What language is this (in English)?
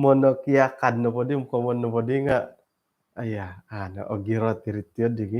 Central Dusun